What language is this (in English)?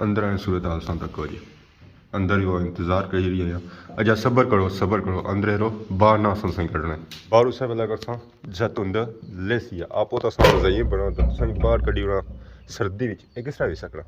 Pahari-Potwari